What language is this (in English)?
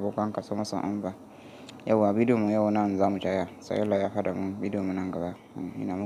Hausa